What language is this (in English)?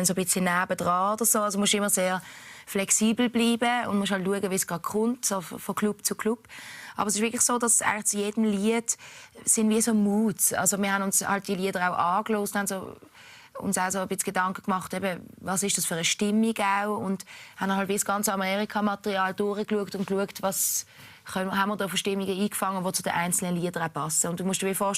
Swiss German